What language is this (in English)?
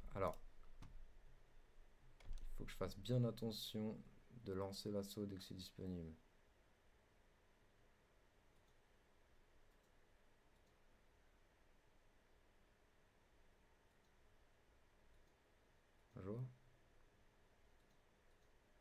French